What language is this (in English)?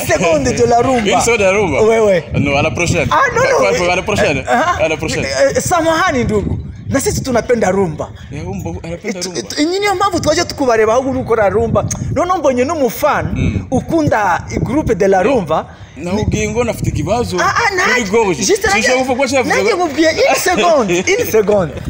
Kinyarwanda